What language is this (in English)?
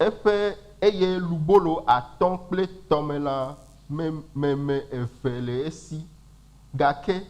Ewe